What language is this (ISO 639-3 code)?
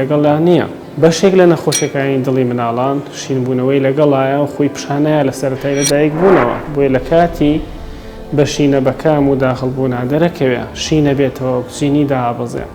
ckb